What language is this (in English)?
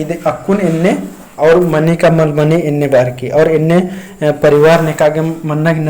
Kurukh